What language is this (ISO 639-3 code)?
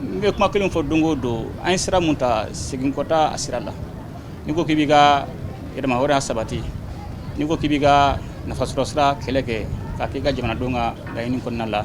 bam